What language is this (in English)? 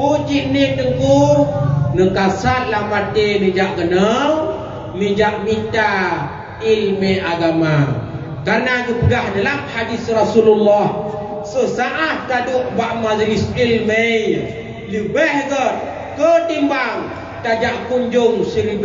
Achinese